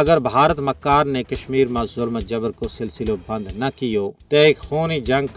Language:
Gujari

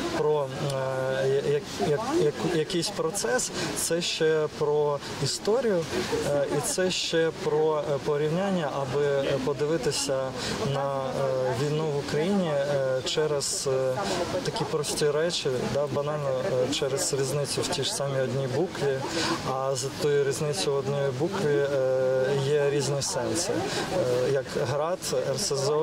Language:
Ukrainian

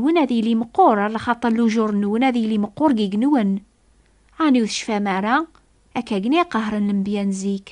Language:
Kabyle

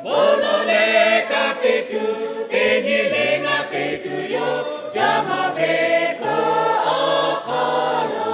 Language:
Lahu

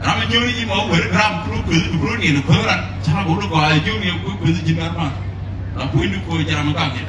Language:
Nuer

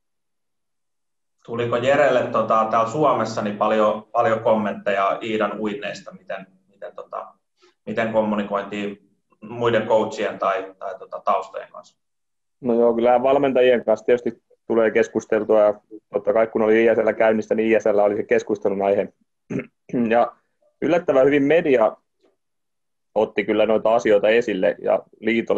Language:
Finnish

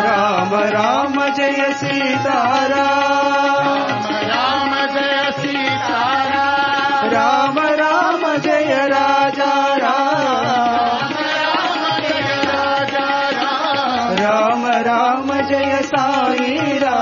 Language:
Telugu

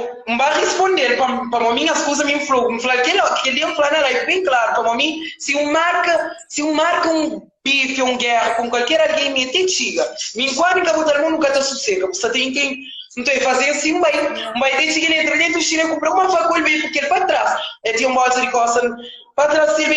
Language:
Kabuverdianu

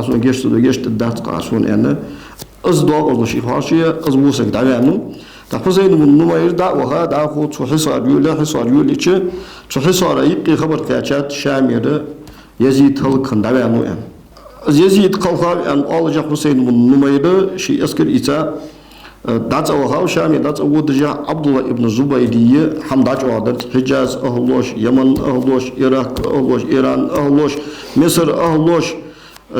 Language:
Ingush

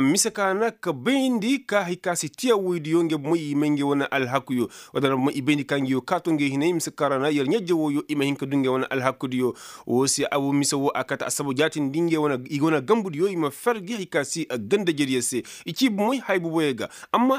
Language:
Koyraboro Senni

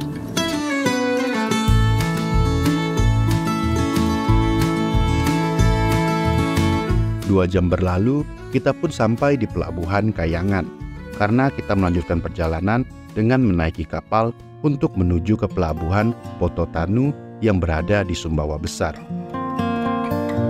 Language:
Indonesian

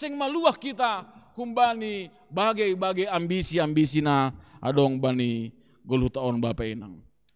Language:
Batak Simalungun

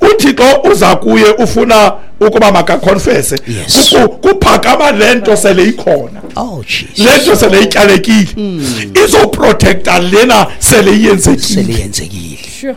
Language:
Xhosa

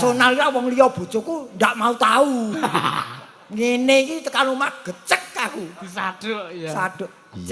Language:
Javanese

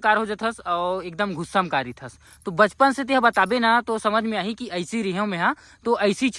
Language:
Chhattisgarhi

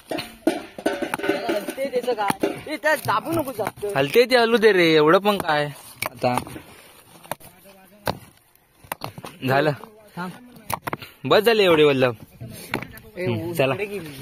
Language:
Marathi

